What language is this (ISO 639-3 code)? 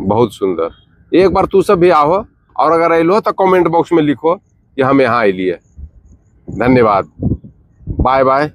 mag